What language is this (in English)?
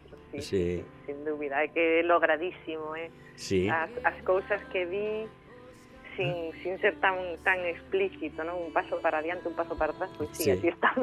Galician